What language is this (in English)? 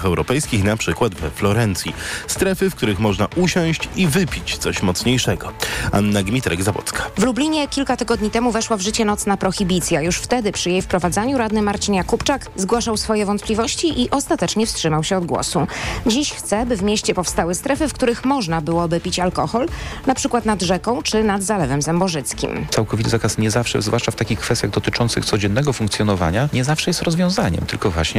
Polish